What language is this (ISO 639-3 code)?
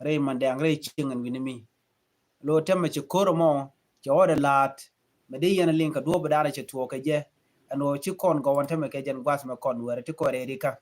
nus